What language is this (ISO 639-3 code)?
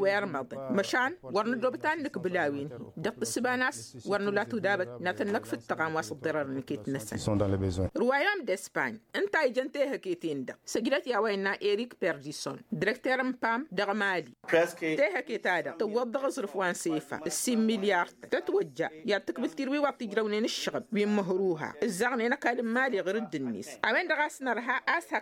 taq